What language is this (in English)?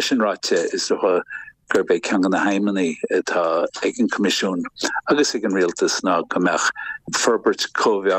Irish